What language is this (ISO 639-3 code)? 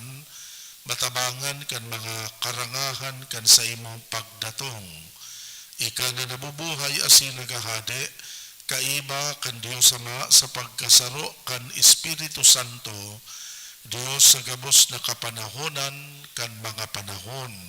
bik